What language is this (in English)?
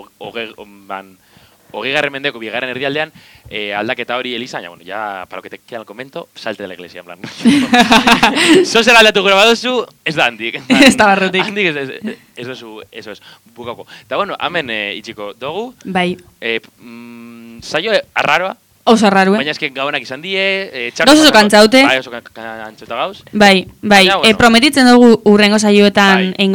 Basque